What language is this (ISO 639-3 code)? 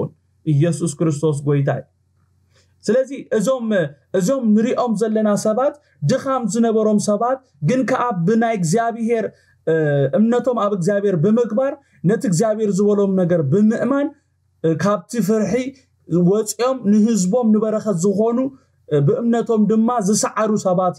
tir